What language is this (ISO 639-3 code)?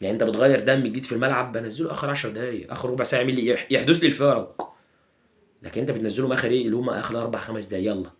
arz